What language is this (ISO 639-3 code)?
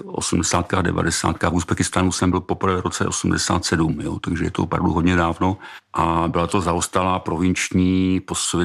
ces